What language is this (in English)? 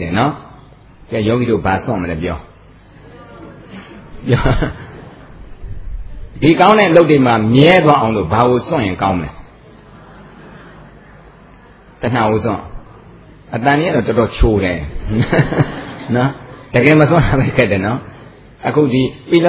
Burmese